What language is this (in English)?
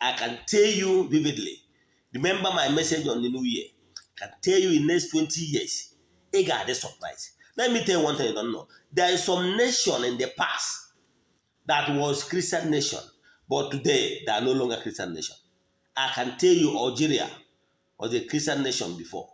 Igbo